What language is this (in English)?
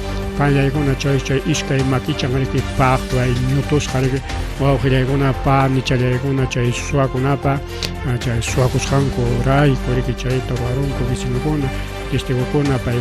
Ayacucho Quechua